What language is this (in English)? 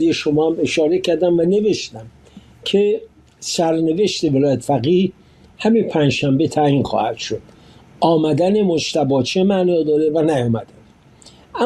Persian